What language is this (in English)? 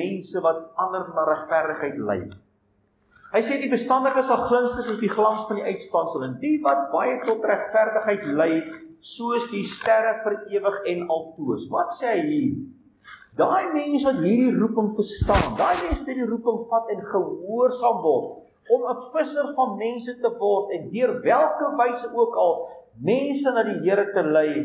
Afrikaans